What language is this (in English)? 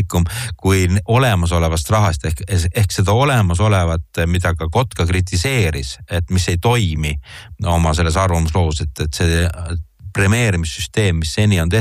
Estonian